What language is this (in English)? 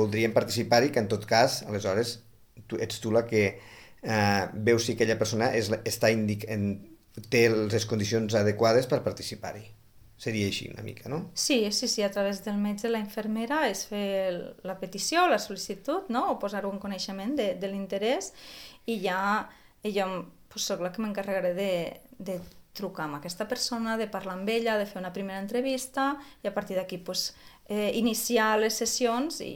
Catalan